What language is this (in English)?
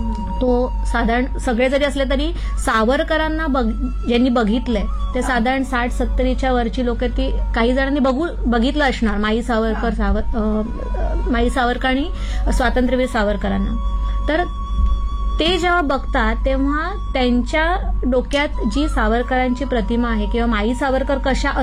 Marathi